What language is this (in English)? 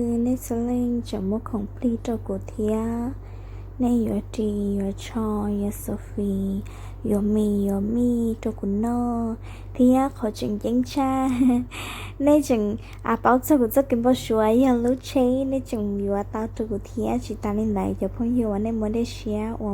Hmong